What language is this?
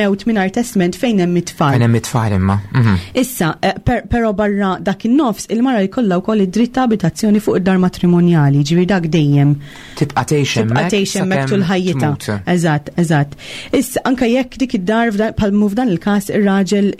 Maltese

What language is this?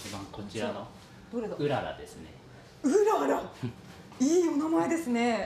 Japanese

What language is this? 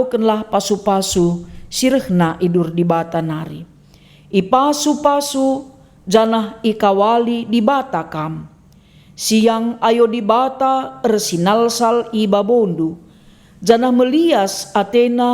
Batak Karo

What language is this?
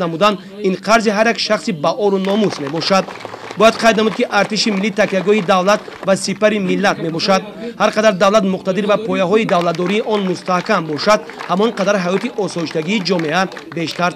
Tajik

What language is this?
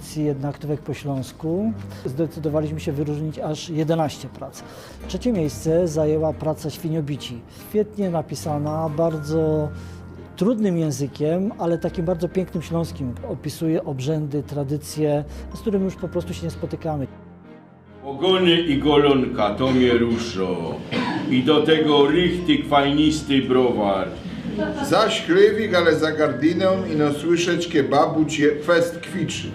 Silesian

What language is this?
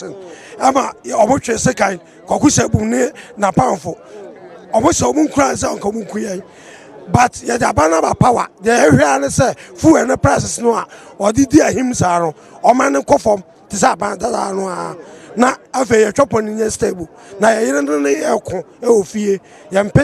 Akan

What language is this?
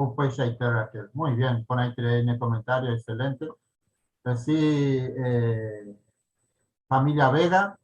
Guarani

